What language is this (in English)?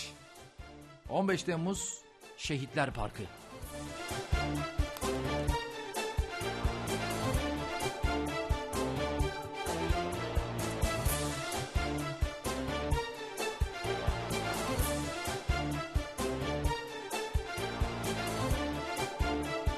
Turkish